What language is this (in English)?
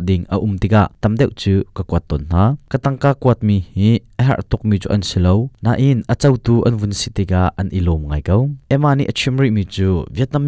Hakha Chin